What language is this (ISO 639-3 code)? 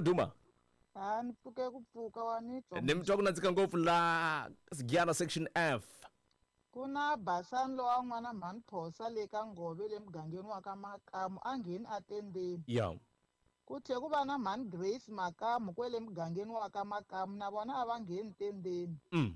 tso